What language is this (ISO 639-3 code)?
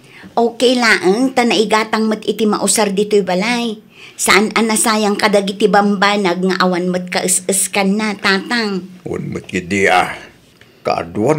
ilo